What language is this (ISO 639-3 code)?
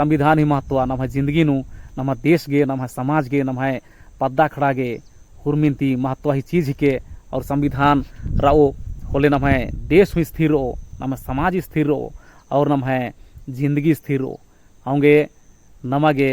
kru